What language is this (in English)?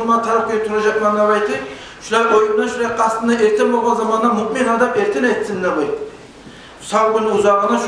Kumyk